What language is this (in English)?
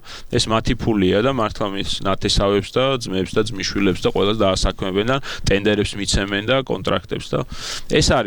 Georgian